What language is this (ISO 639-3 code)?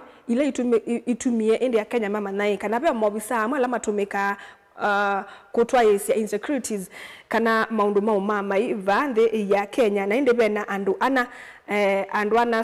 kam